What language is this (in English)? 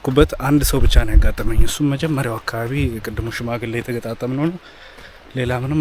Amharic